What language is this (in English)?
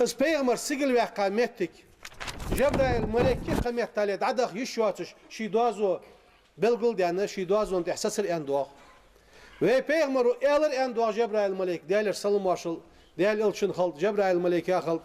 Ingush